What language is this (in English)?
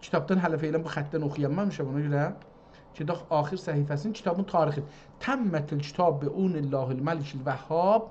South Azerbaijani